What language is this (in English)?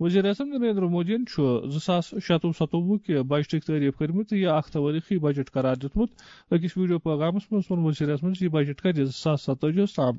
Kashmiri